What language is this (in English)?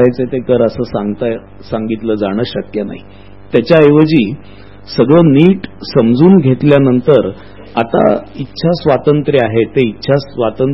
Marathi